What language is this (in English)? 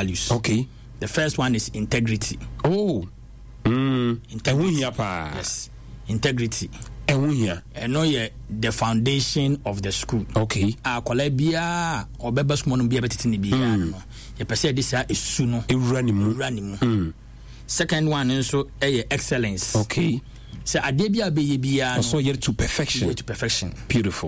Akan